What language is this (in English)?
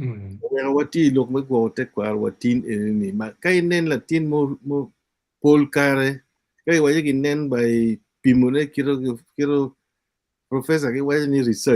Acoli